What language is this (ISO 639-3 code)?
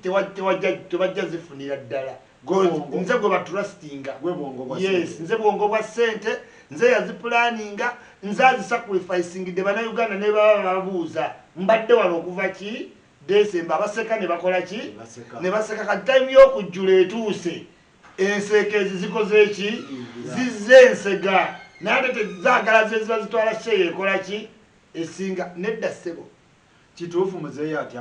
lug